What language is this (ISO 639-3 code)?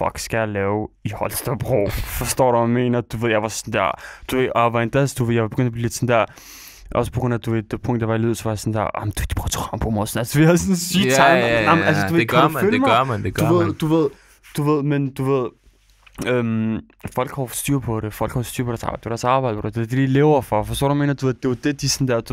dan